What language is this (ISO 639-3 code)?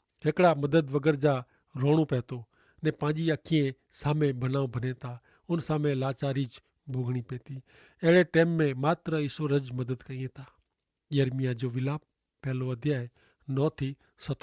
kfr